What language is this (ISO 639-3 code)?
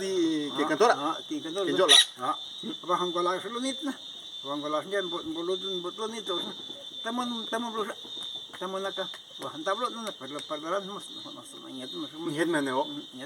zap